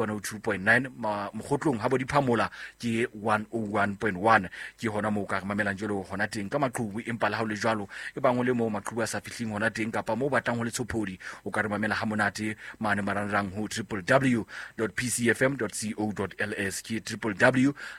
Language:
Southern Sotho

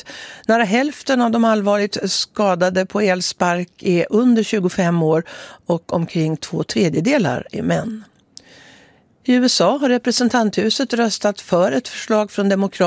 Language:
Swedish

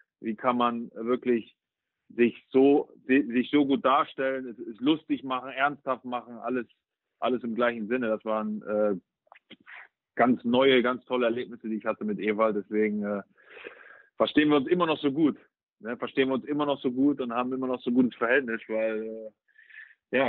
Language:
German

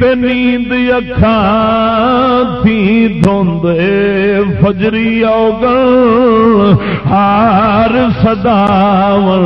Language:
Saraiki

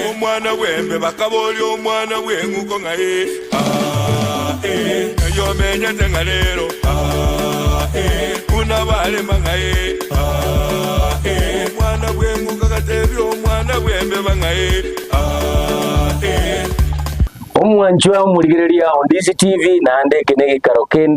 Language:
Gusii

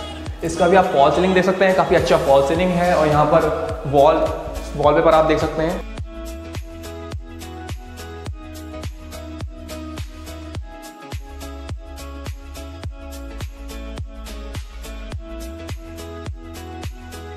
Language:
Hindi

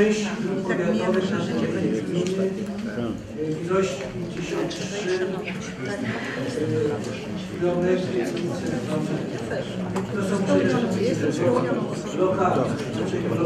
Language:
Polish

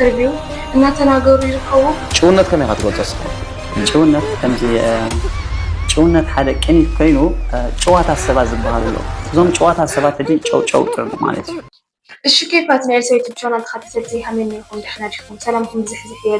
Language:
Tigrinya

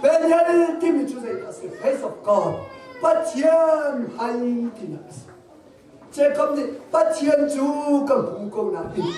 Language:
Hakha Chin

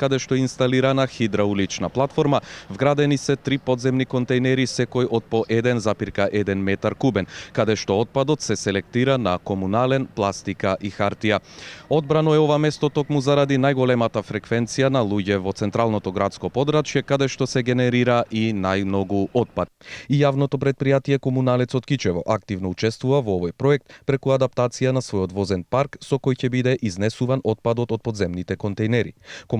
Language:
Macedonian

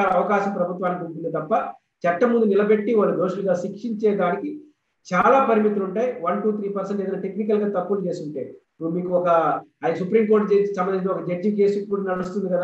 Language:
Telugu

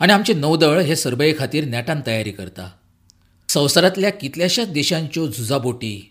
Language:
Konkani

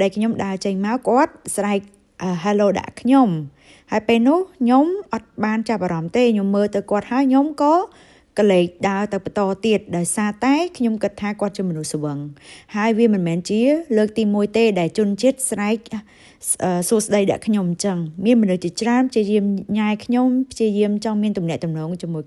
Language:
Khmer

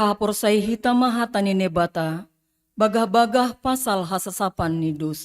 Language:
Batak Simalungun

